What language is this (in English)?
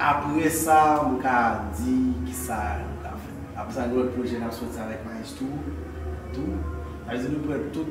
Haitian Creole